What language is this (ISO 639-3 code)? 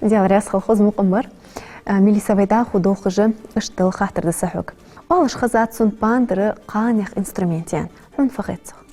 inh